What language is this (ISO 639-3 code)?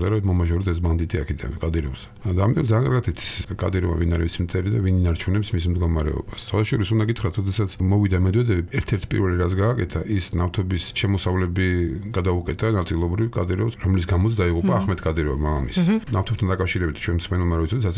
kat